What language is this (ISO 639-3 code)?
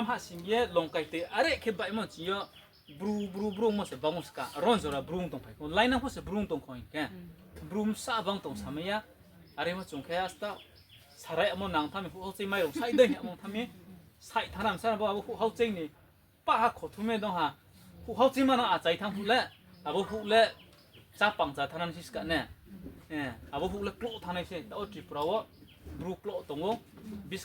ria